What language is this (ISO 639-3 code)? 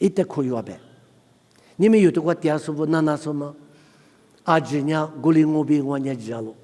lis